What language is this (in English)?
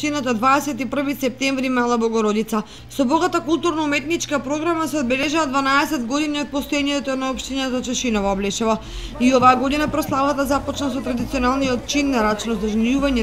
Macedonian